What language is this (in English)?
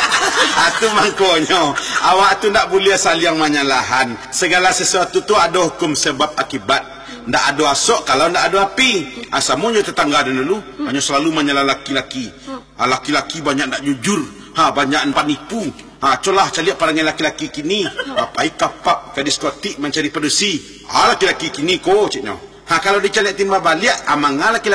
Minangkabau